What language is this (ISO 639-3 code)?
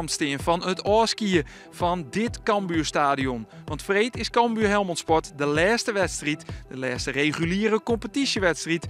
fry